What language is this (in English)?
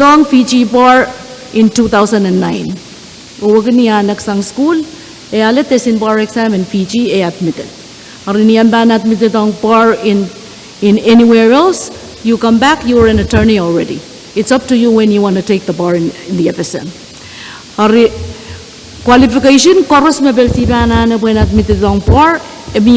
Pohnpeian